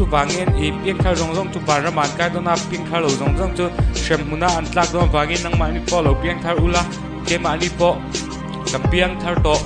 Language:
Mizo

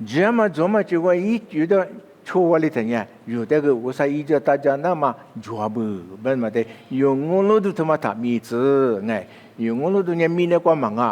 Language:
Lisu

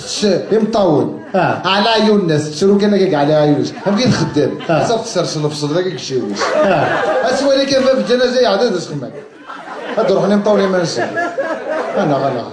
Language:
Kabyle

